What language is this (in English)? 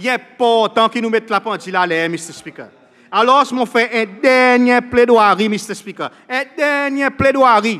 Seselwa Creole French